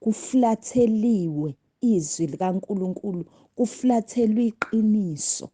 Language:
Zulu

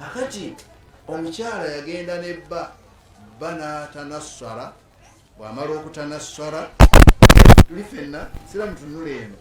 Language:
Ganda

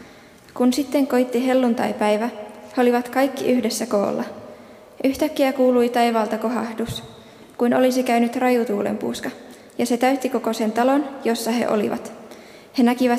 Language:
Finnish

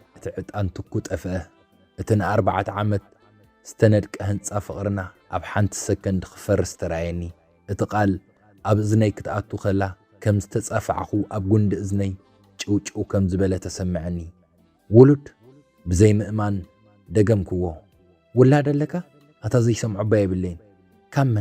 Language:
Tigrinya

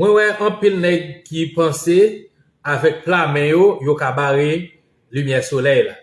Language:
Haitian Creole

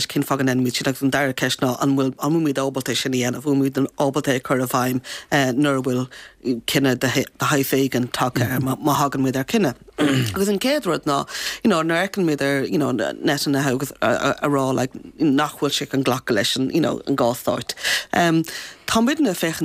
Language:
Irish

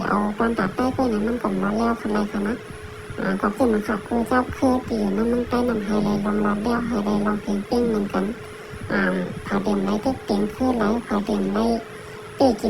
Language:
Shan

